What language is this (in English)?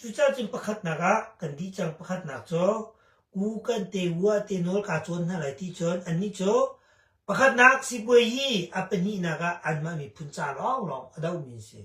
Hakha Chin